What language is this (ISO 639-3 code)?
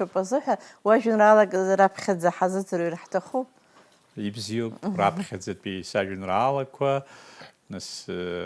abk